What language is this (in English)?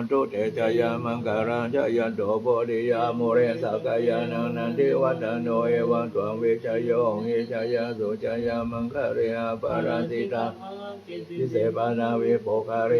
Pali